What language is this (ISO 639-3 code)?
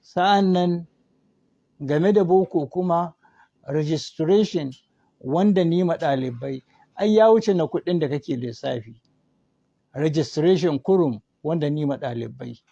hau